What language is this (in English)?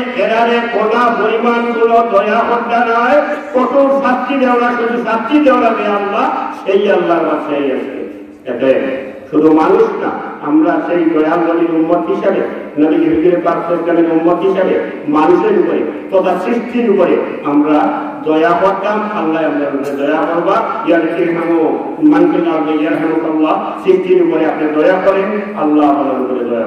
Sylheti